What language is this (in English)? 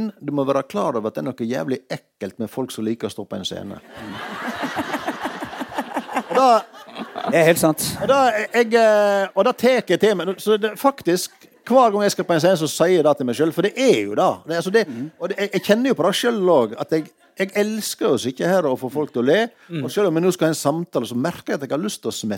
Norwegian